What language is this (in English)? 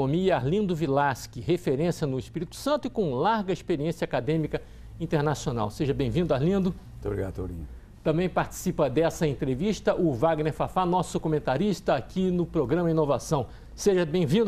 Portuguese